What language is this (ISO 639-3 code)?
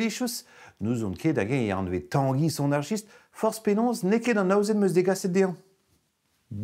bre